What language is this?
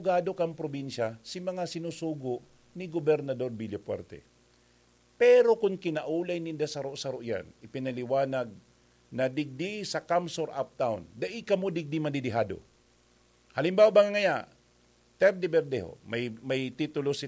Bikol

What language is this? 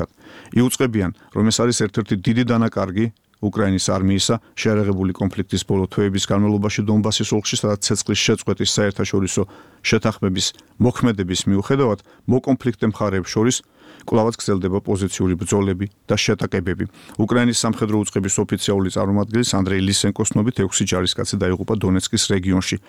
Georgian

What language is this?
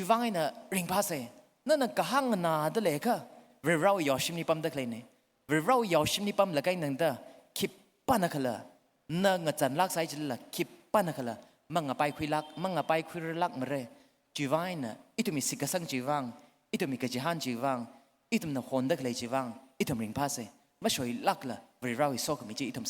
Tangkhul Naga (India)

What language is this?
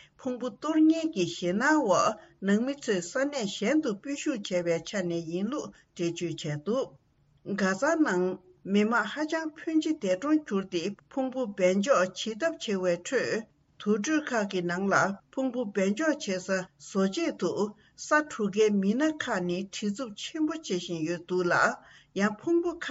Tibetan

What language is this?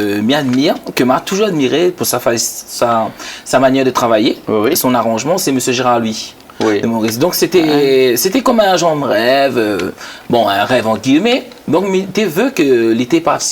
Réunion Creole French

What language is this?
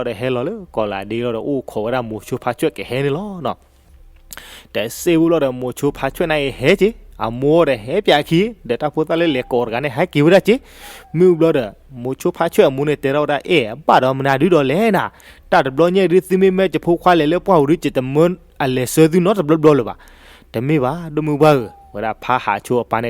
S'gaw Karen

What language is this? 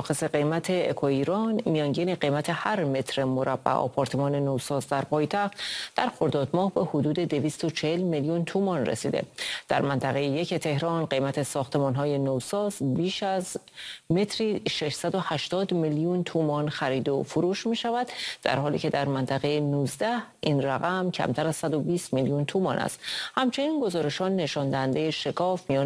Persian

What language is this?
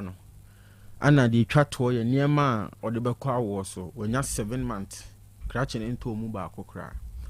Akan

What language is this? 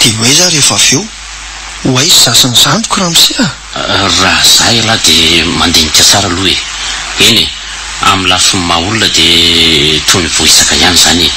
Malagasy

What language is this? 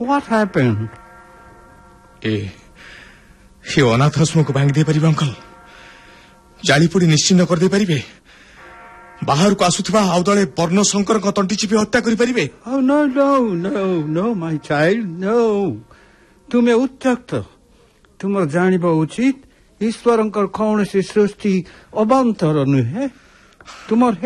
Odia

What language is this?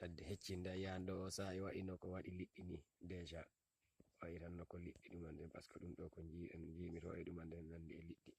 Fula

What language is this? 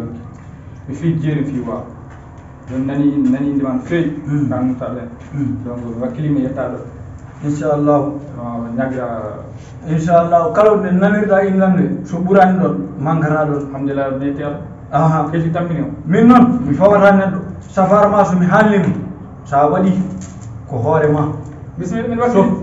Fula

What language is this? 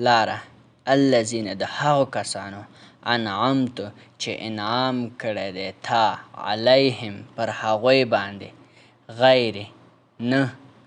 Pashto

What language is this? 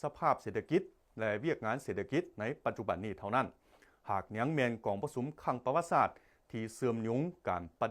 Lao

